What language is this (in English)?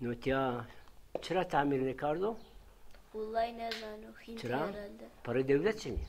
Zaza